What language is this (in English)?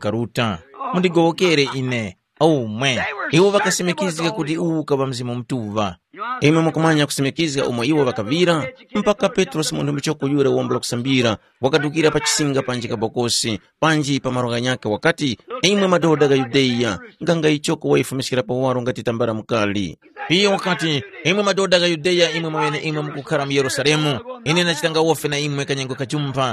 Tumbuka